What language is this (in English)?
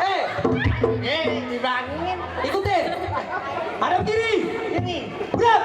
Betawi